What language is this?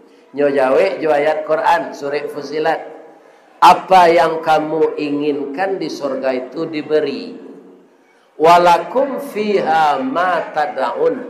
Minangkabau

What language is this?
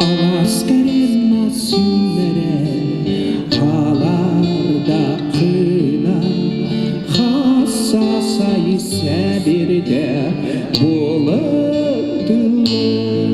Yakut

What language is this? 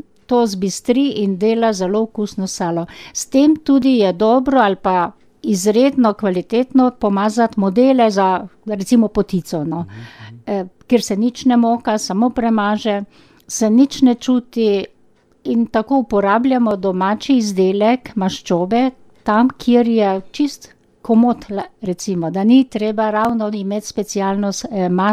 Slovenian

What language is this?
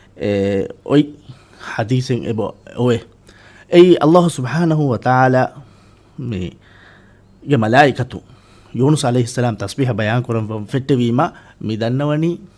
Divehi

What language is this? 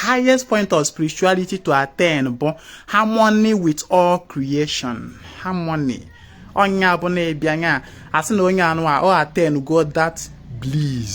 Igbo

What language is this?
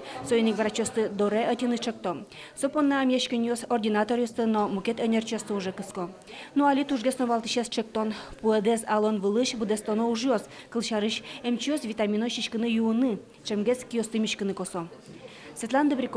Udmurt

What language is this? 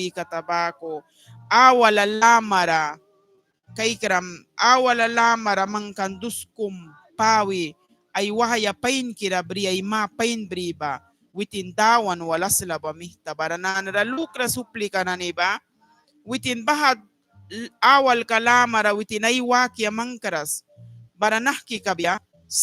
Mískito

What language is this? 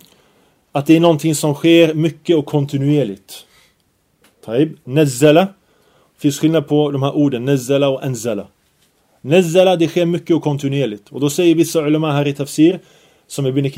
Swedish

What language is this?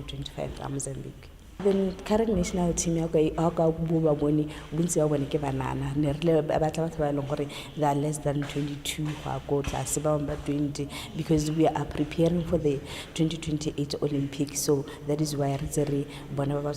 Tswana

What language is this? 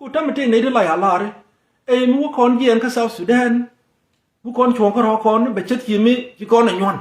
Nuer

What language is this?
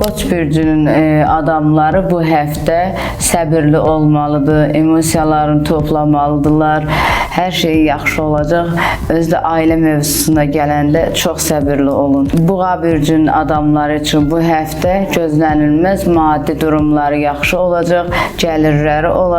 Azerbaijani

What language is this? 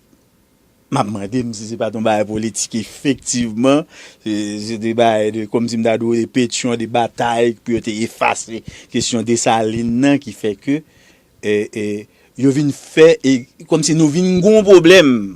Haitian Creole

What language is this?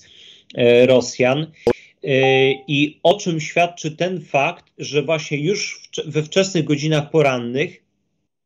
Polish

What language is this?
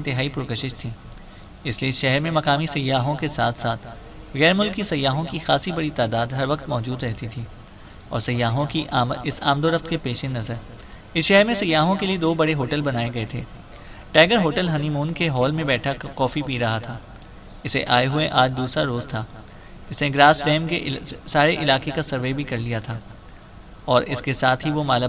Urdu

